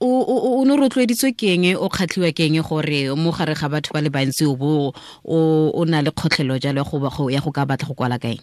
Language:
Tswana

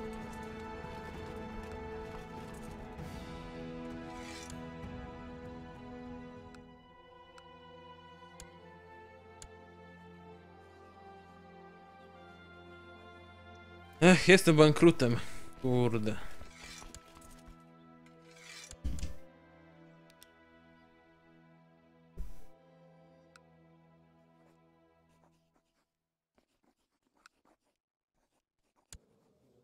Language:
Polish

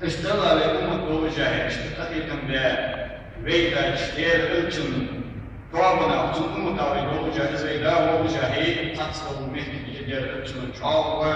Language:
Ingush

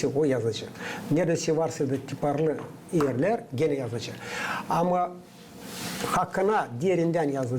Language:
Gagauz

